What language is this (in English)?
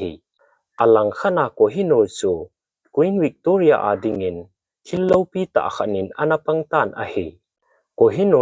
Thado Chin